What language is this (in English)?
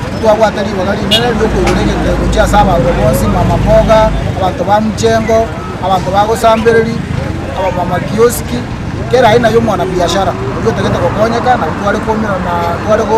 Gusii